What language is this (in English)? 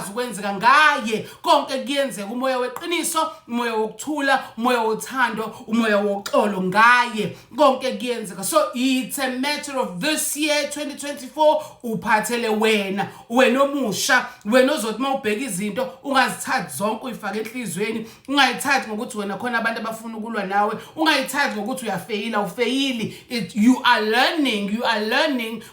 Zulu